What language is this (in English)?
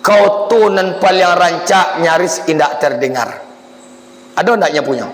Minangkabau